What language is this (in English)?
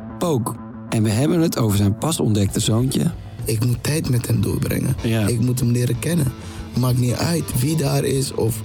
Dutch